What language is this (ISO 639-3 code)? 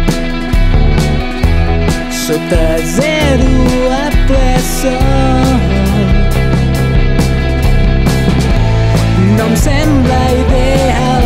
cat